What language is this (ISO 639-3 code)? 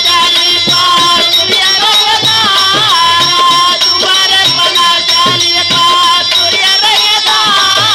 bho